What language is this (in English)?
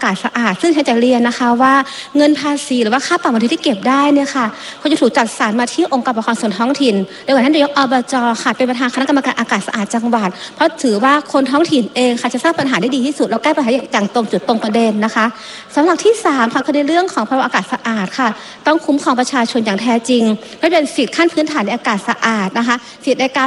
Thai